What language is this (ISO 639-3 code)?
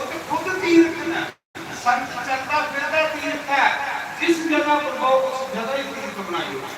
doi